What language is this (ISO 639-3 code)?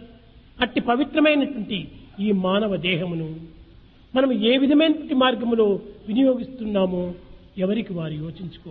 tel